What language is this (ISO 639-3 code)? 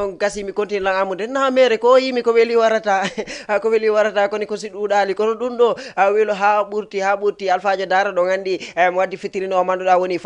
ful